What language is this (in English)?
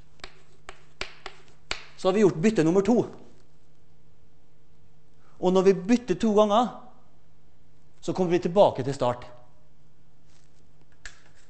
Norwegian